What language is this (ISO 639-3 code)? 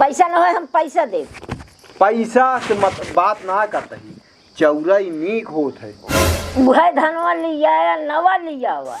awa